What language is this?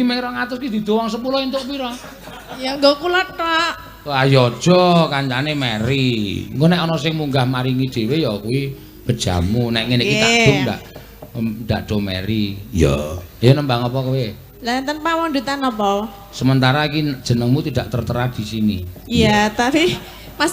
Javanese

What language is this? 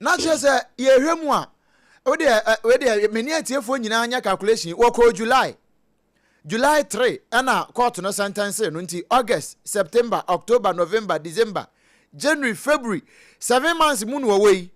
Akan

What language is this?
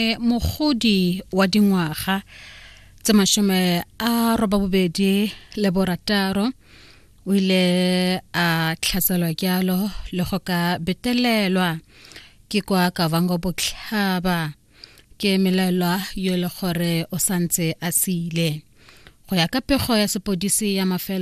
Tswana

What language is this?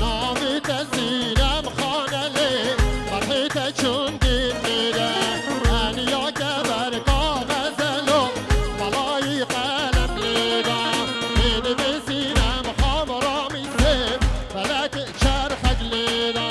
Kurdish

